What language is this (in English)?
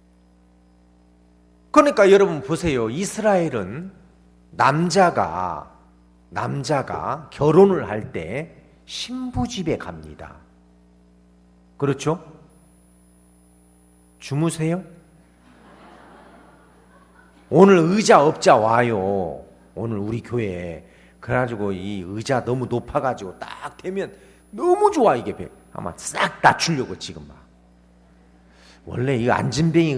Korean